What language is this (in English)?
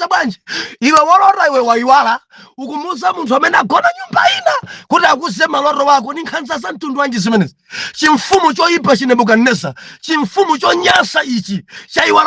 Nyanja